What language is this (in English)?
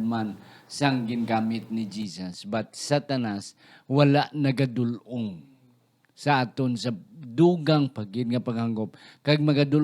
Hiligaynon